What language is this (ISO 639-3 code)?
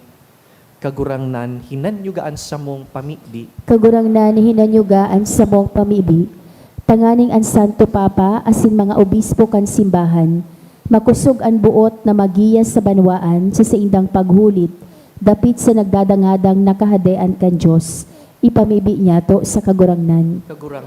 bik